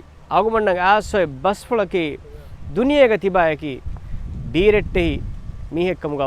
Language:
Divehi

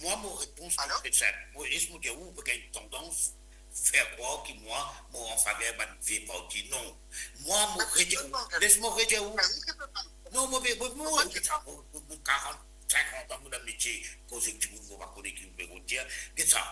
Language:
Morisyen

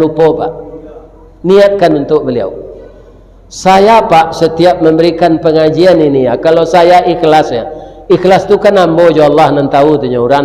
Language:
Minangkabau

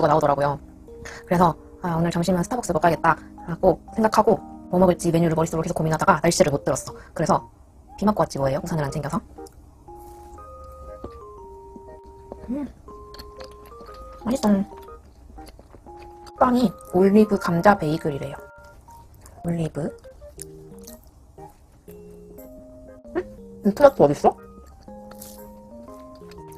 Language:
Korean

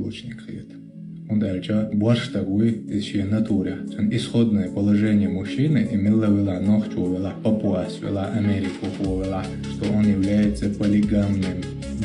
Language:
Chechen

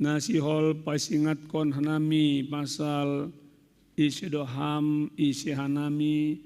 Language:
Batak Simalungun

